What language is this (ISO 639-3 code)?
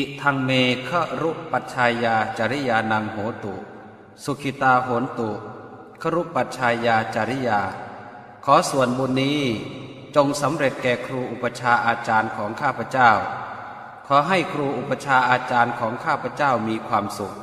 pli